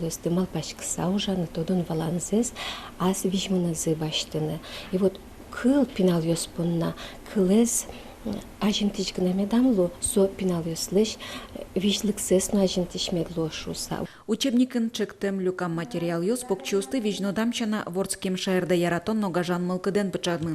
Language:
Udmurt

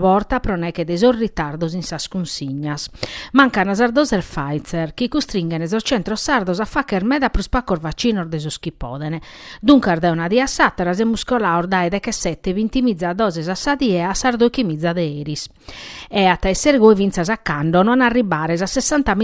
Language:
Sardinian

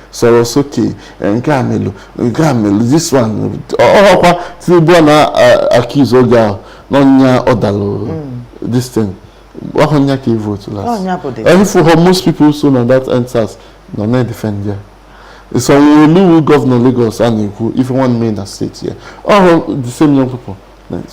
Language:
Igbo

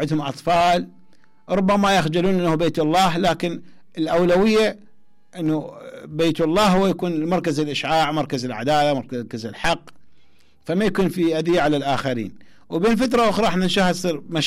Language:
Mesopotamian Arabic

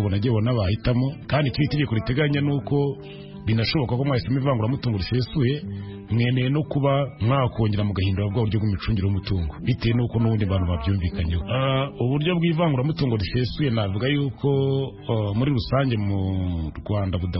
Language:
Kinyarwanda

